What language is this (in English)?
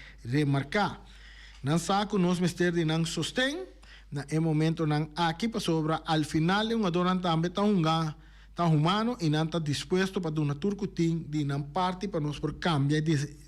Papiamento